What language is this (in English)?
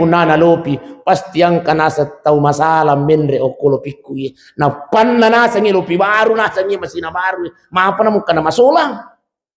Buginese